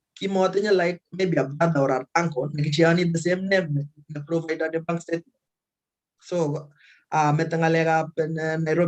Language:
Kalenjin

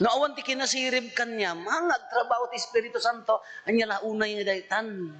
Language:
Iloko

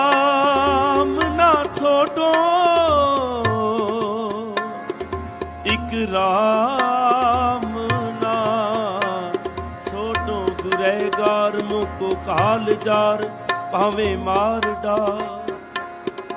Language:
Punjabi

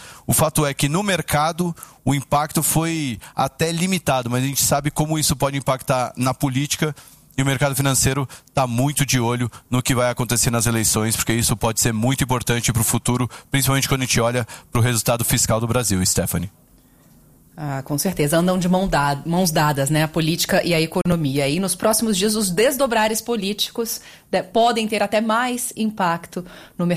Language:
Portuguese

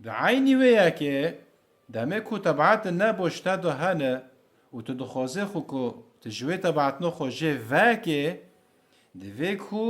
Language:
Kurdish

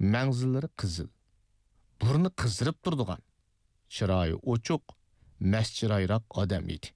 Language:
Uyghur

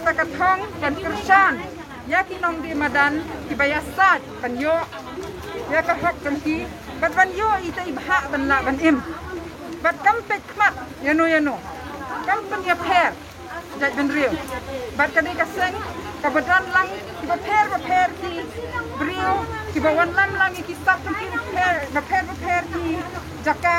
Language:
Khasi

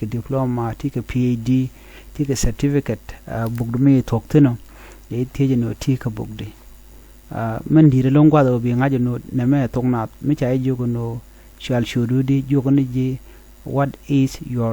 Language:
Nuer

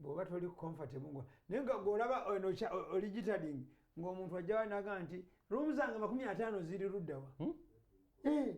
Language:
Ganda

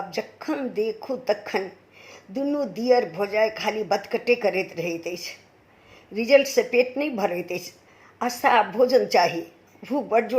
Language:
Maithili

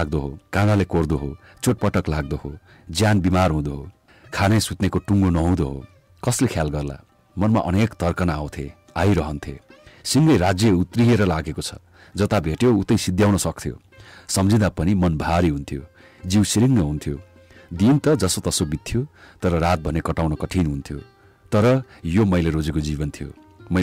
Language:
Nepali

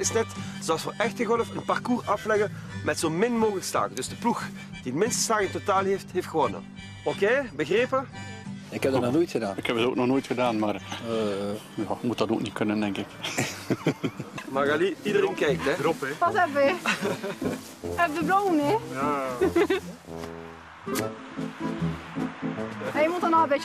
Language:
Dutch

